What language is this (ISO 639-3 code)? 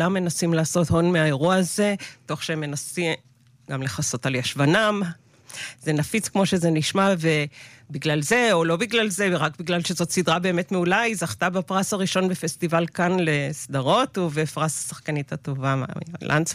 heb